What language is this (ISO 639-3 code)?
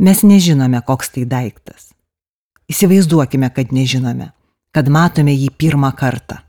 lit